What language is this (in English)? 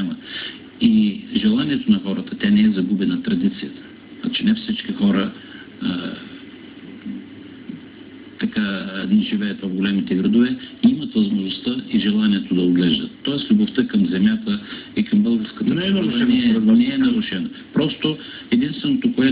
Bulgarian